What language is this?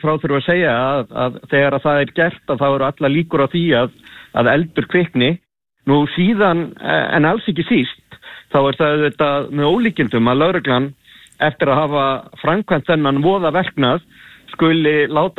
Icelandic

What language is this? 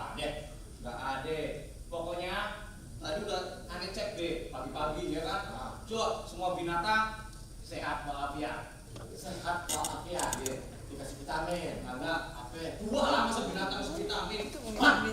Betawi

